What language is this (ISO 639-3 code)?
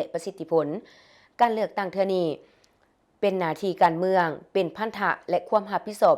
lao